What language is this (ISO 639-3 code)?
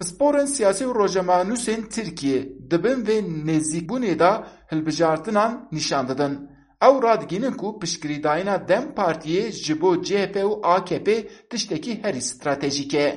kur